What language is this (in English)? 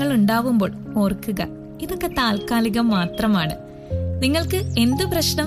Malayalam